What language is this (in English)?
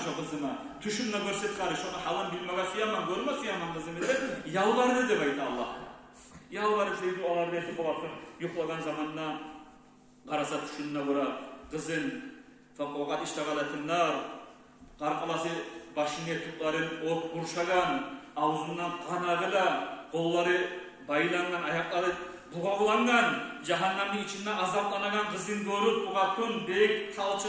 Kumyk